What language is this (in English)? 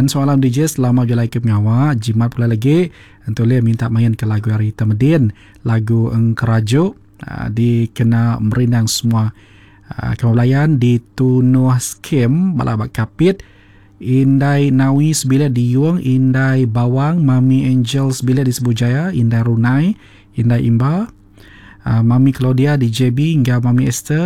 Iban